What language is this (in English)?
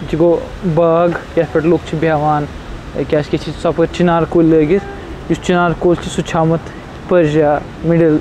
Kashmiri